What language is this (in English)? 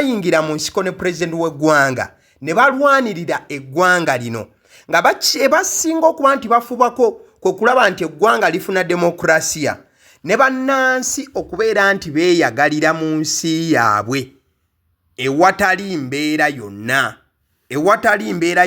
Ganda